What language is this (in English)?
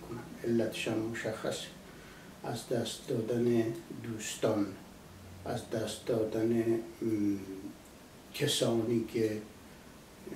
Persian